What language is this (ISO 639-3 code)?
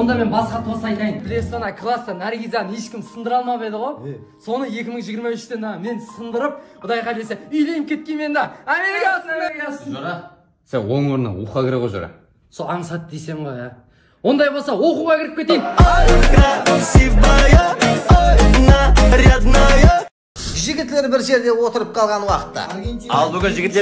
kaa